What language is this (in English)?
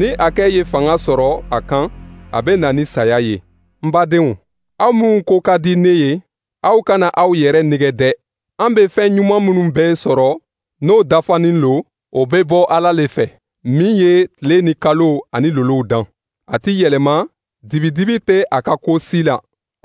Dyula